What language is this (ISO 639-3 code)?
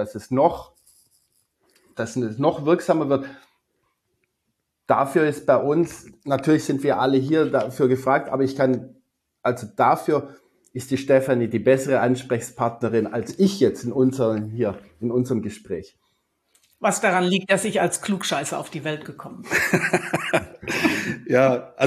deu